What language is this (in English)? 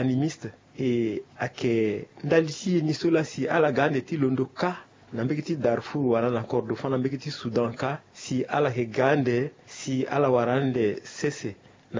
Sango